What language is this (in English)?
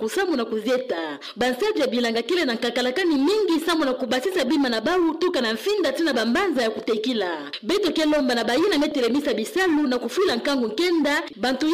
Kituba (Democratic Republic of Congo)